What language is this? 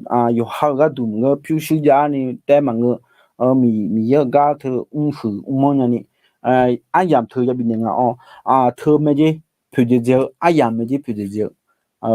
Akha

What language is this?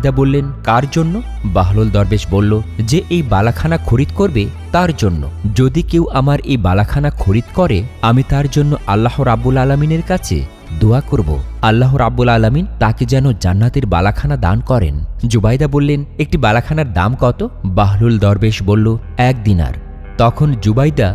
Bangla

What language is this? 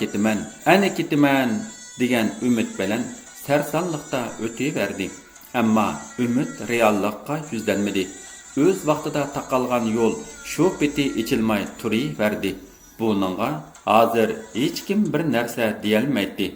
Uyghur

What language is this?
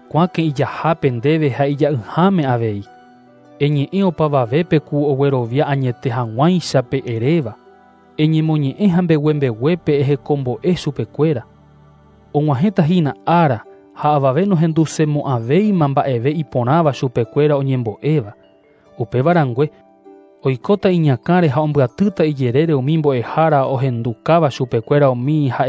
Guarani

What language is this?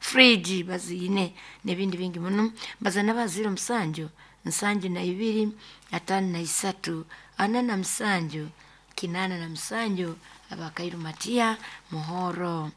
Nyoro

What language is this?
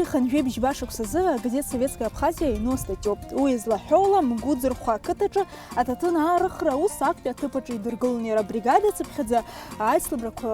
Abkhazian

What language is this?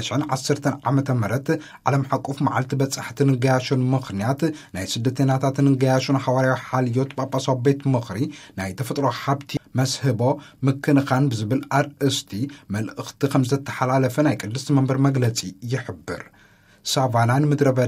Tigrinya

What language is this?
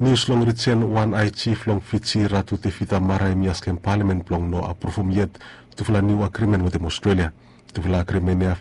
Bislama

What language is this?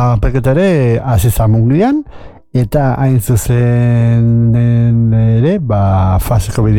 Basque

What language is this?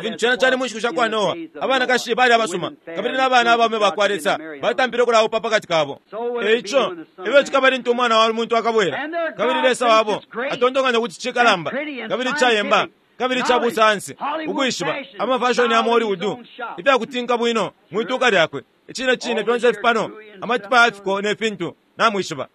Bemba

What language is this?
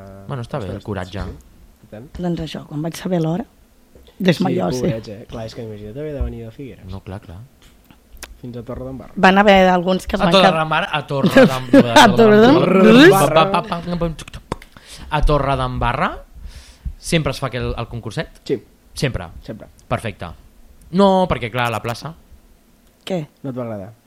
Catalan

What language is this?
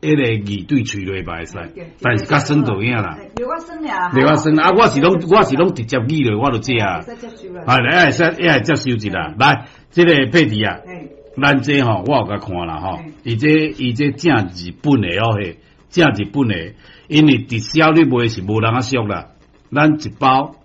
Min Nan Chinese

